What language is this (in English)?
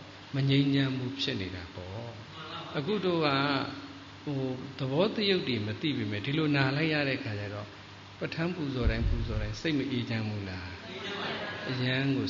Burmese